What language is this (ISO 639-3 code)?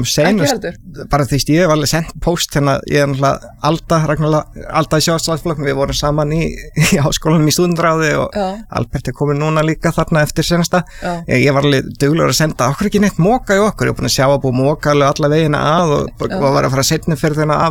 isl